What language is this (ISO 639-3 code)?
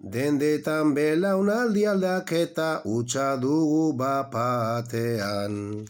eus